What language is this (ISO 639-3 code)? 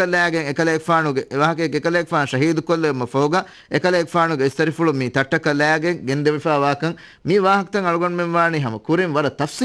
div